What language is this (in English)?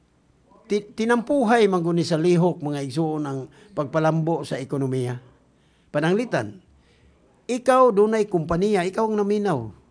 Cebuano